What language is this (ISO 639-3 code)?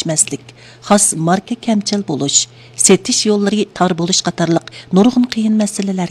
uig